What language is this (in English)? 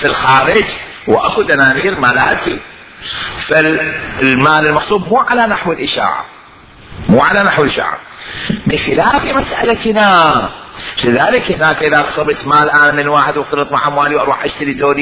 Mesopotamian Arabic